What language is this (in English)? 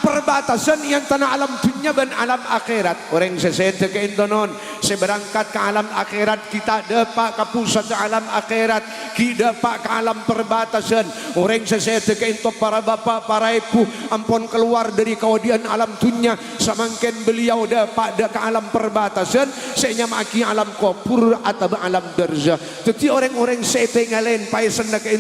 Madurese